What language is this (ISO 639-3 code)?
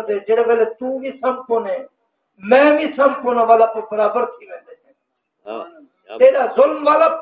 skr